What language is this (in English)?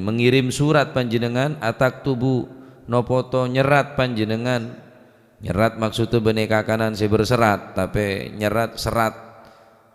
Madurese